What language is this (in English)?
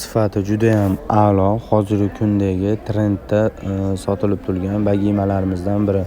Uzbek